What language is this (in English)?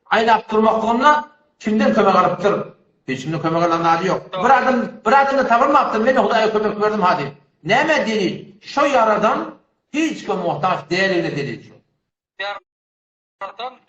Turkmen